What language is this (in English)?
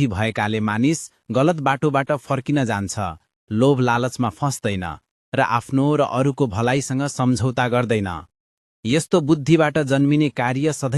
Nepali